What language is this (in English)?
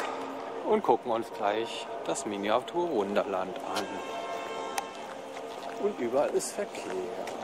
German